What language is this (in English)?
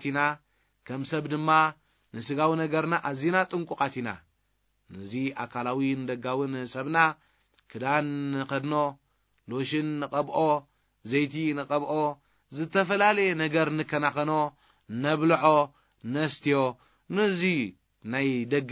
Tigrinya